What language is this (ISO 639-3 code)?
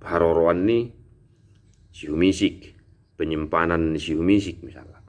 bbc